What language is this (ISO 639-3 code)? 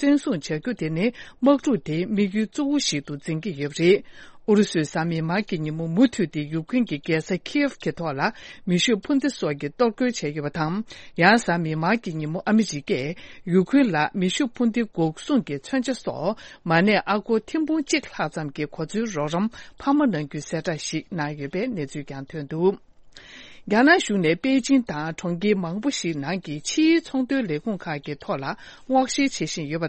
bod